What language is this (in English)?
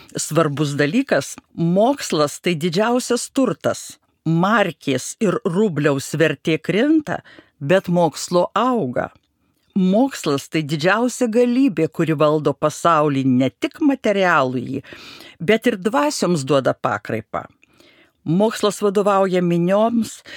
Lithuanian